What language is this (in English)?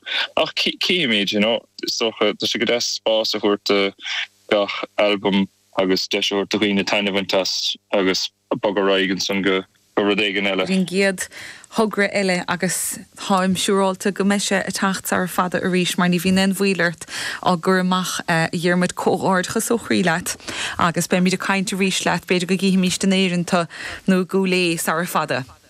Irish